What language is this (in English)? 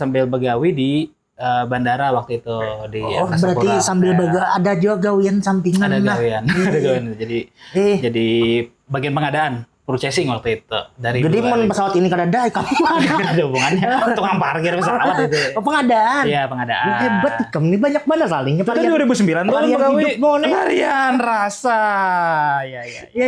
Banjar